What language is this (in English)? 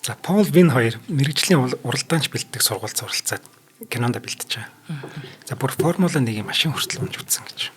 Mongolian